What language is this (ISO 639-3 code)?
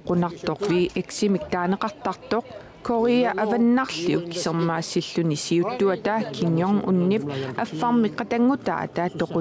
kal